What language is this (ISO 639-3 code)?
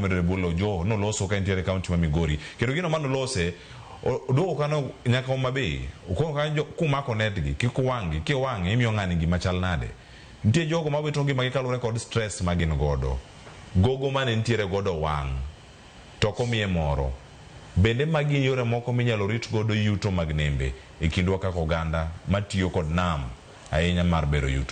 luo